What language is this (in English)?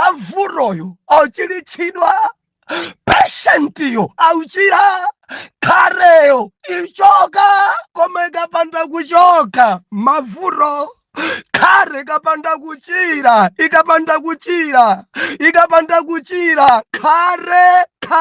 Nyanja